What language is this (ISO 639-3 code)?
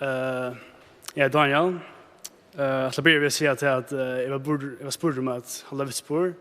fao